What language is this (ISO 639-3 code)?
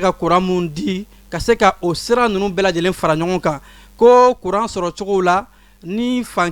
bam